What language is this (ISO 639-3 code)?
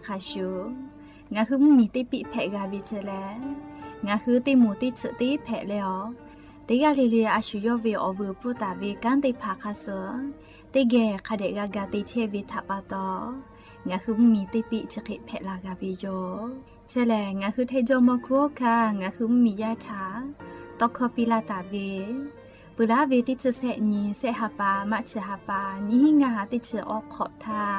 lhu